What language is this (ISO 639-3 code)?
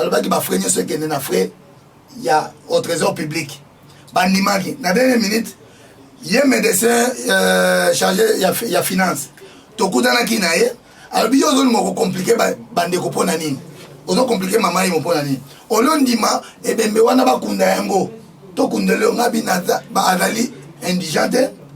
lin